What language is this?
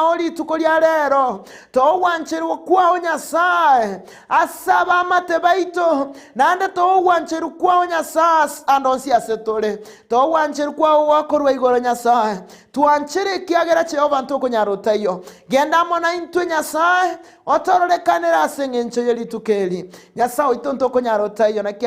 Gusii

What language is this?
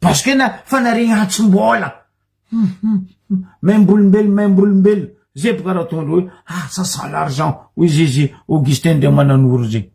Malagasy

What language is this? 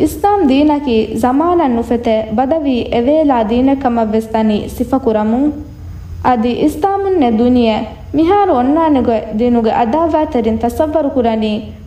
Divehi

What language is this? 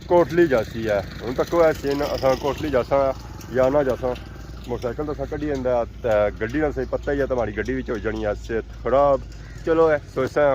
Pahari-Potwari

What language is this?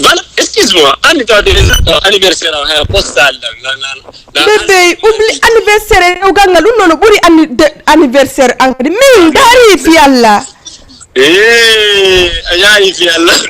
Fula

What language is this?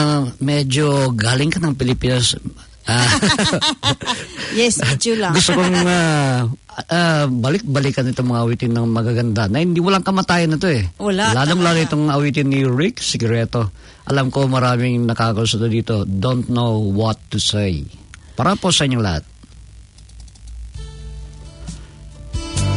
Filipino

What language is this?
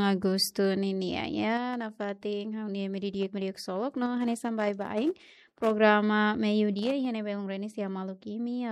Tetum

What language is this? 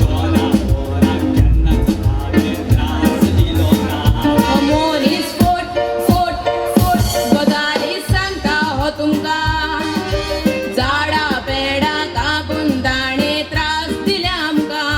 Konkani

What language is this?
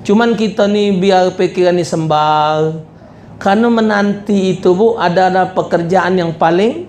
Musi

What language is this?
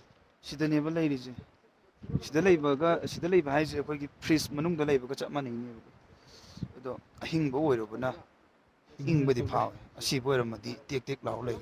Manipuri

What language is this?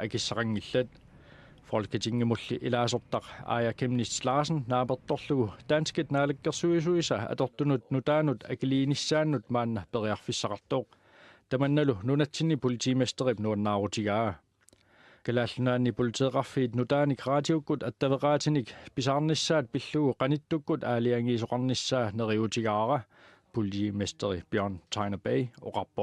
Kalaallisut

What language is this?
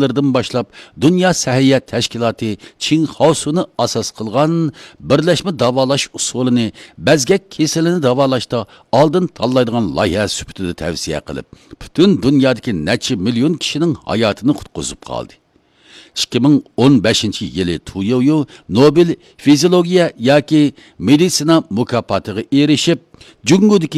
Uyghur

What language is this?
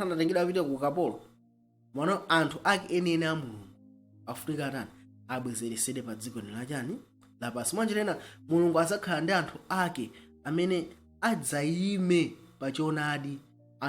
Nyanja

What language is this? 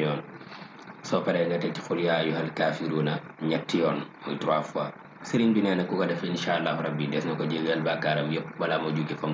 Wolof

